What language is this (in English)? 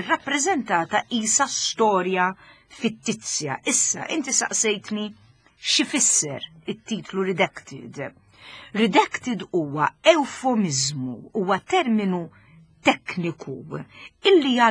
Maltese